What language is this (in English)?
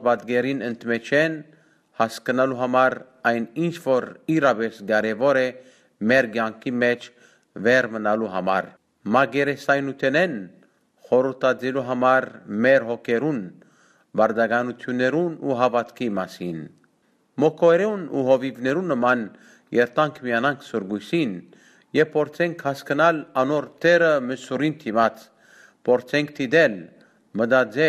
Western Armenian